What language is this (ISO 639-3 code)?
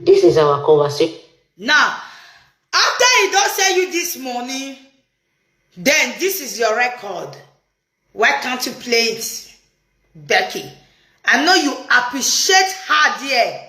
pcm